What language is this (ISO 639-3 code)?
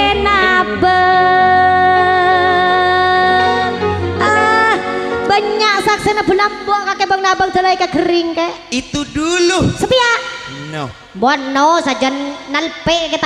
mad